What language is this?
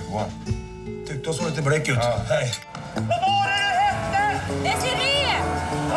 Swedish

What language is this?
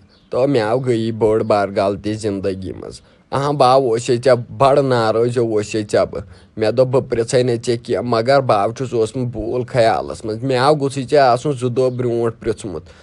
Kashmiri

